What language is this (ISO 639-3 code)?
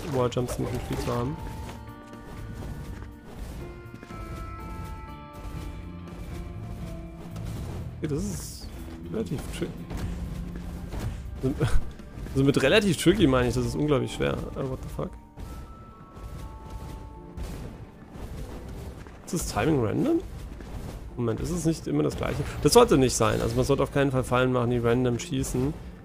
deu